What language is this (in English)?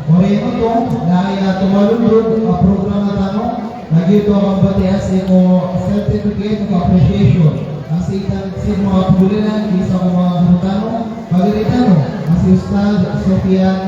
Maranao